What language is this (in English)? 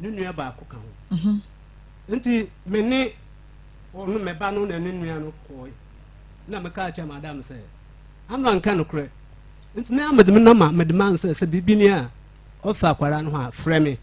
Akan